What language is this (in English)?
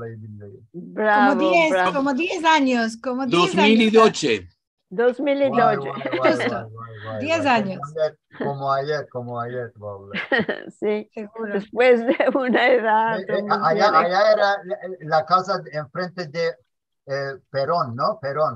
Ladino